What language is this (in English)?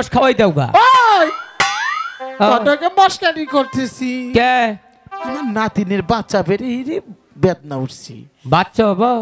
Bangla